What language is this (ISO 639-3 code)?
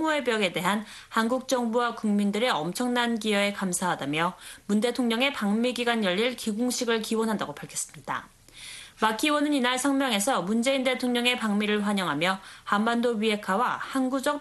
kor